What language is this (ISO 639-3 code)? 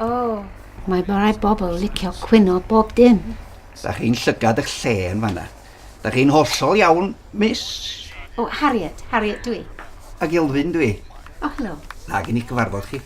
cym